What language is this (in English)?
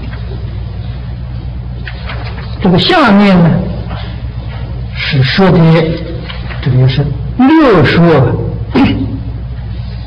Chinese